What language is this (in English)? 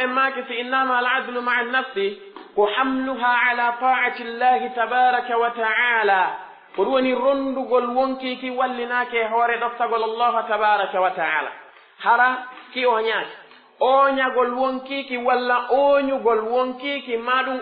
Pular